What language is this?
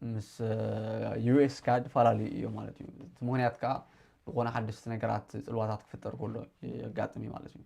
Tigrinya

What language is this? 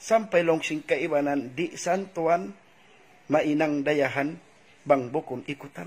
Tausug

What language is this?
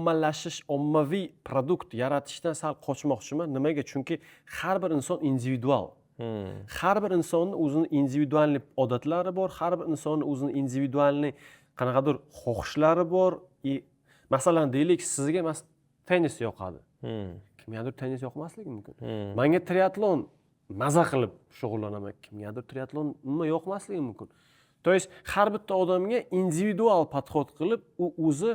Uzbek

